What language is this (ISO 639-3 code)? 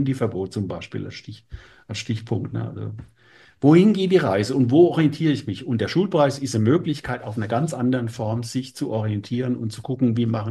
deu